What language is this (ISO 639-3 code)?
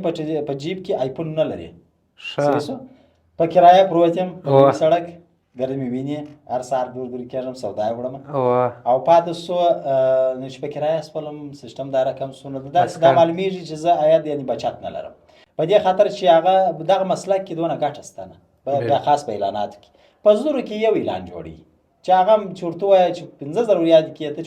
pus